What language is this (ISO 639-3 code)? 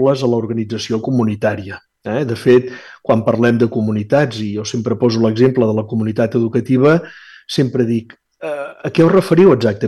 cat